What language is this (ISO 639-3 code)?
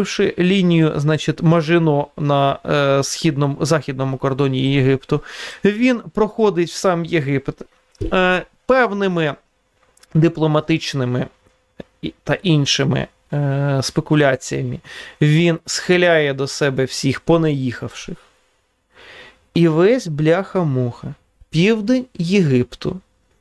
ukr